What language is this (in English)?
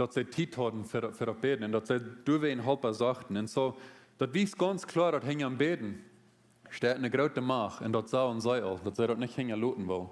Plautdietsch